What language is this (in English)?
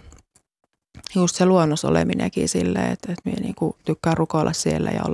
Finnish